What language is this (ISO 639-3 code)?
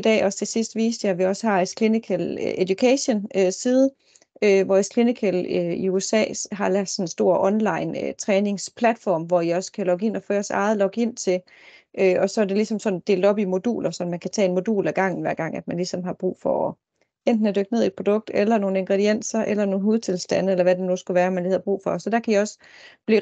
dan